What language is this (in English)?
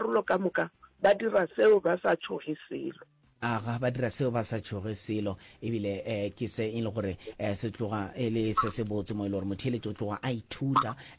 Northern Sotho